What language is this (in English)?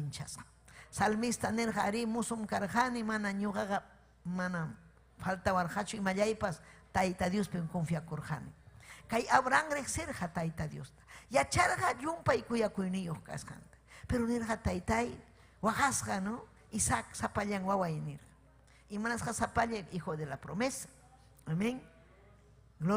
Ayacucho Quechua